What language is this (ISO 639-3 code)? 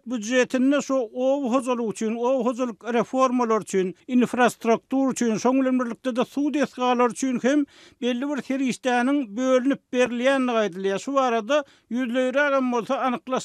tuk